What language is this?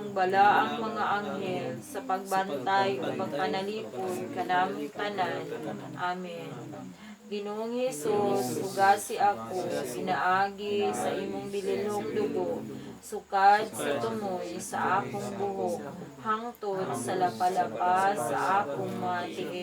Cebuano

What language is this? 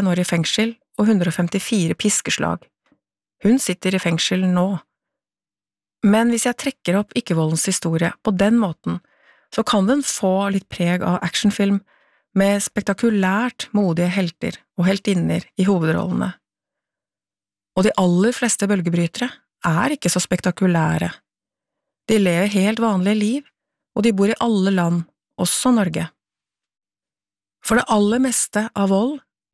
Norwegian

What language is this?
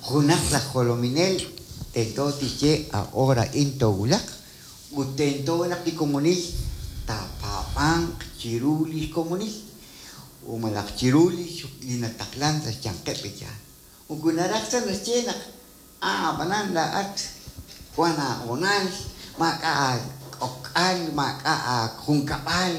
Kekchí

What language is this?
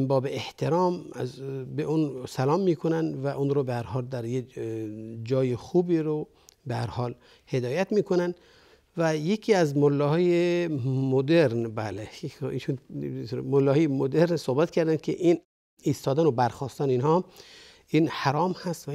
Persian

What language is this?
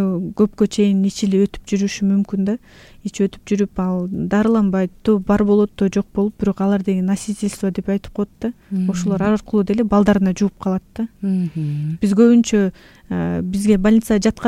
Kyrgyz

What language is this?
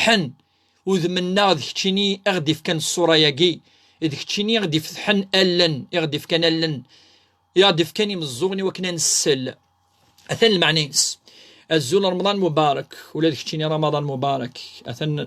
Kabyle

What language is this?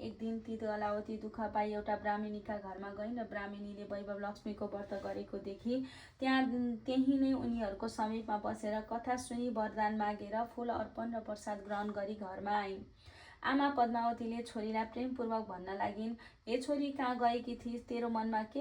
Nepali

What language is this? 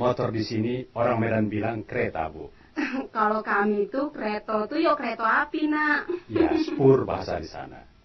Minangkabau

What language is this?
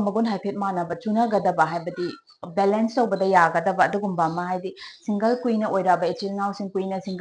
Manipuri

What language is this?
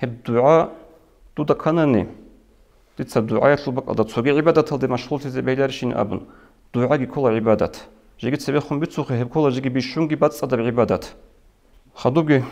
Avaric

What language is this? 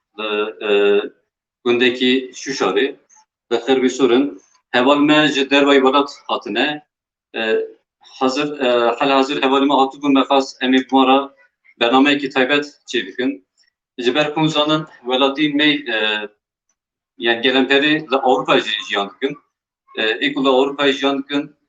Kurdish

